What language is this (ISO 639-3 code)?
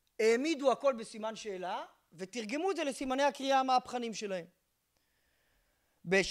heb